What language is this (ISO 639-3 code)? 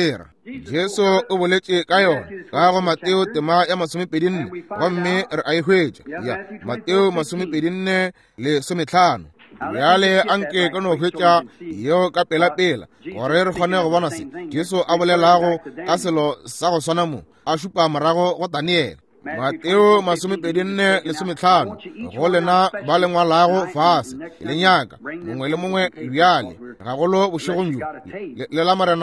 nso